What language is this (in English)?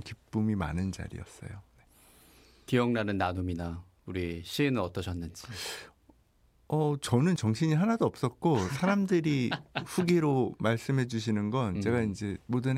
Korean